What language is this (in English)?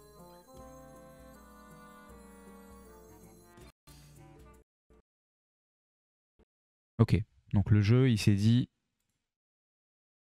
French